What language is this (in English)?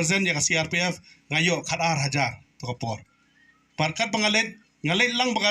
Khasi